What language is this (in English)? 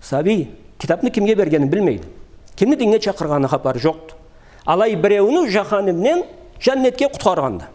Karachay-Balkar